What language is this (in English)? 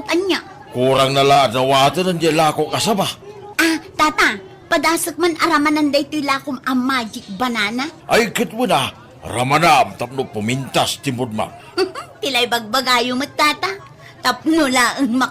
Iloko